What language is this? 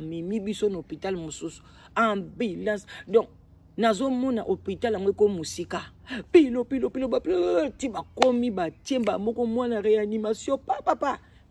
Lingala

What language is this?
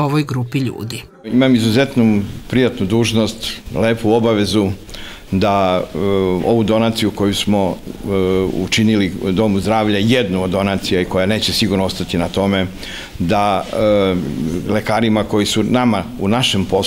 Serbian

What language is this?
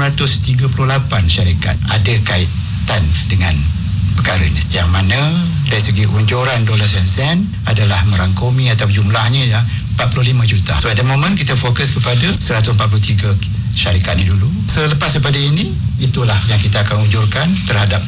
Malay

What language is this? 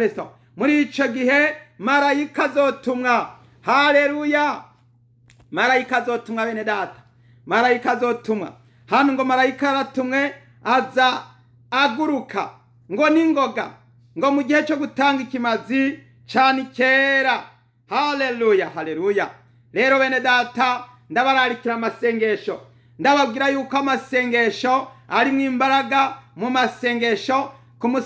Rundi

